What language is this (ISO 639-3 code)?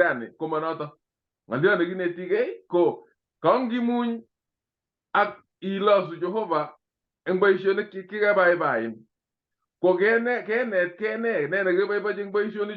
kln